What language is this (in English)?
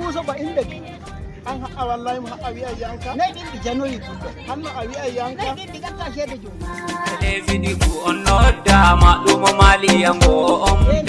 Nigerian Fulfulde